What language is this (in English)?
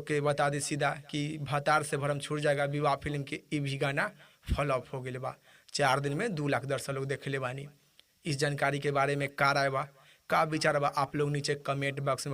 Bhojpuri